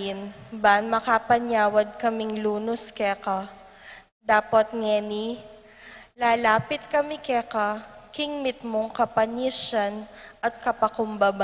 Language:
Pampanga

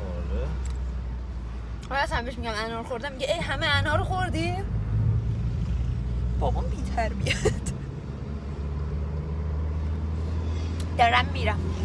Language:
Persian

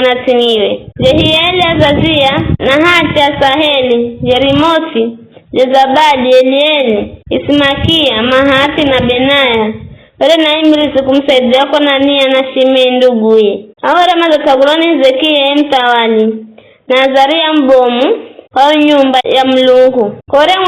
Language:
Giryama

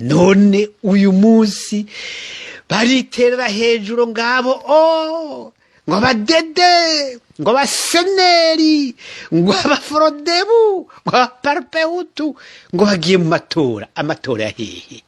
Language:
Rundi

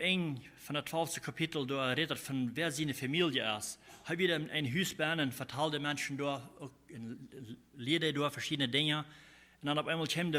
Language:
Plautdietsch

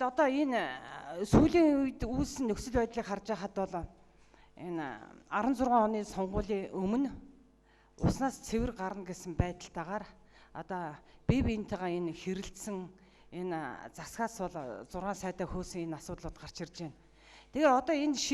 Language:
Mongolian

